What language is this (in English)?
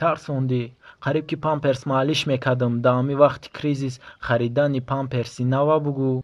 Tajik